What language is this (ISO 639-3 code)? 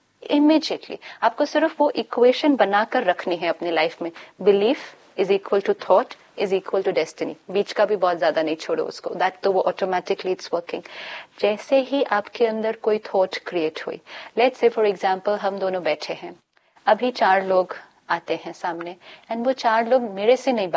hin